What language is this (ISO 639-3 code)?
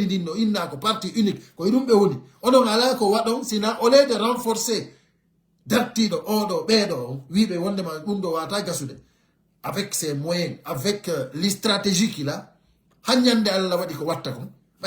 ful